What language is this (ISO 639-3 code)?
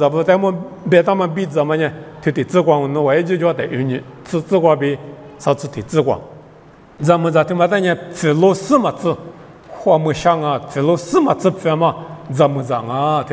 lis